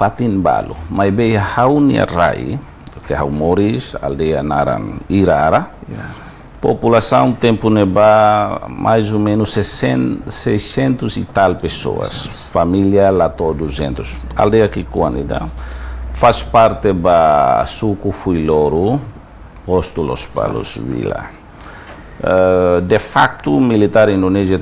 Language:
Tetum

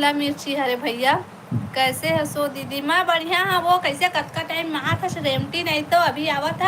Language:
Chhattisgarhi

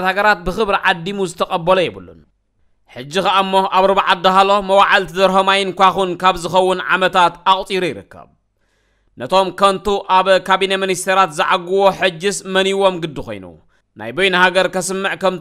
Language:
Tigrinya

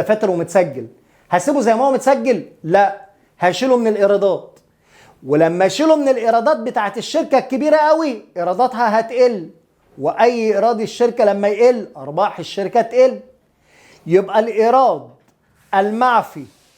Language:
Egyptian Arabic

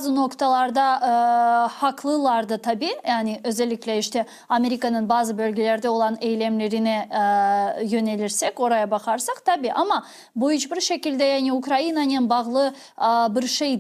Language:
Crimean Tatar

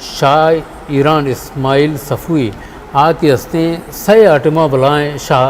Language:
Eastern Balochi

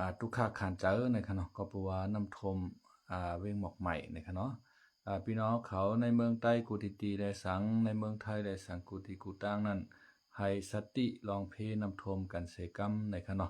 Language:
Shan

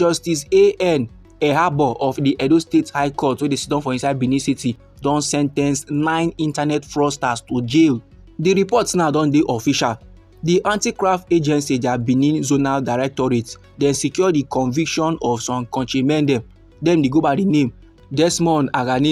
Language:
Nigerian Pidgin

